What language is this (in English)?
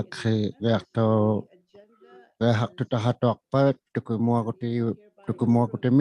Inuktitut